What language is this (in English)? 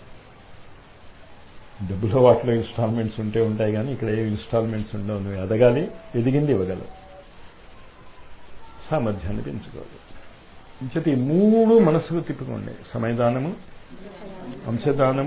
Telugu